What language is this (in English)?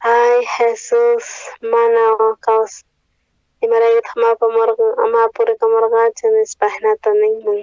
South Bolivian Quechua